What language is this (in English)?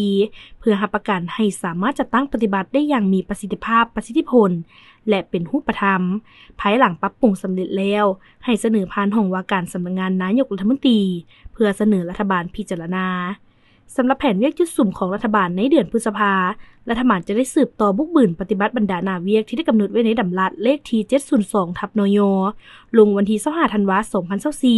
Lao